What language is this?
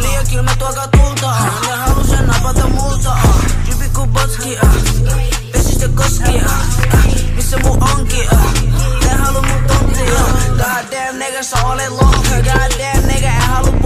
Finnish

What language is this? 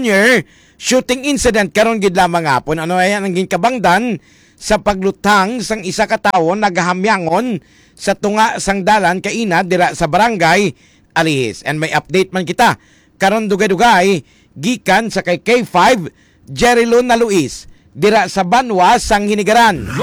Hiligaynon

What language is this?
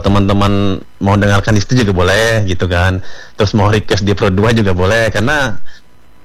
Indonesian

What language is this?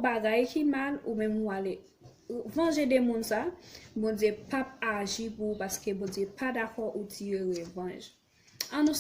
Haitian Creole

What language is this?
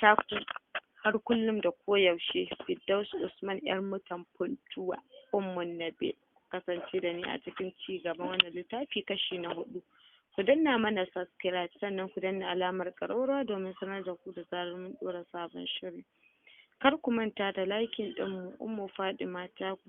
Hausa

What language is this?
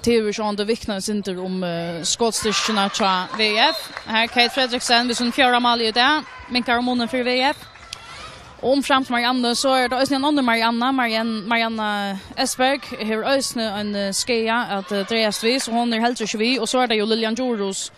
Faroese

